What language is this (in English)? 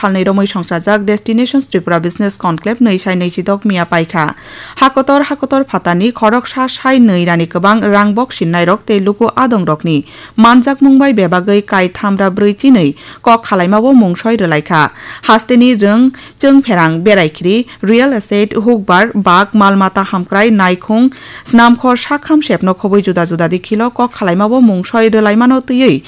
Kok Borok